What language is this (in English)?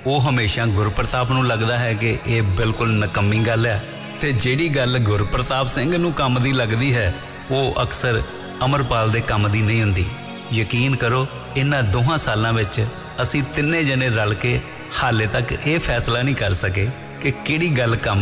Punjabi